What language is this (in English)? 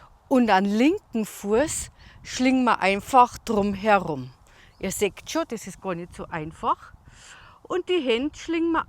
Bavarian